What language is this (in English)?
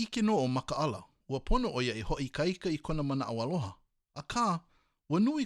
Hawaiian